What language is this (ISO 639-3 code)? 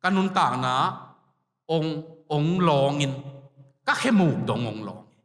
ctd